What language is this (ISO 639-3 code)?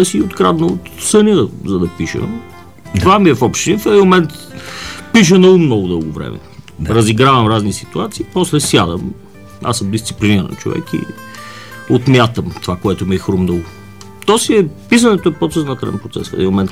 bul